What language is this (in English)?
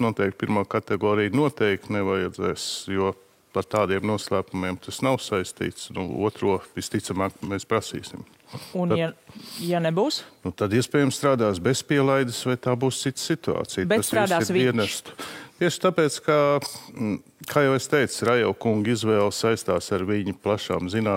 Latvian